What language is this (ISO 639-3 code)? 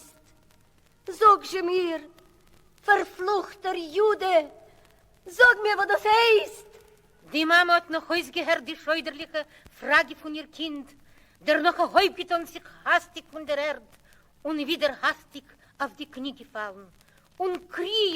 yid